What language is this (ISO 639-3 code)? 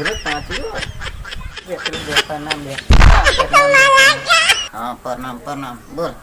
mai